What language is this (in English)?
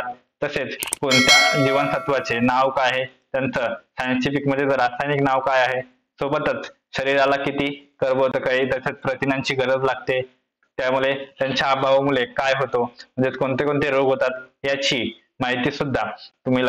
Marathi